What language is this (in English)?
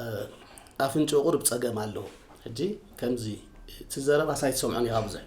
Tigrinya